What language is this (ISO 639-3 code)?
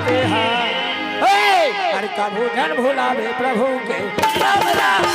hne